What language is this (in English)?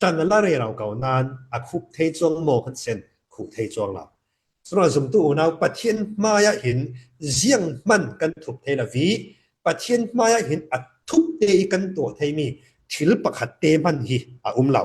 Falam Chin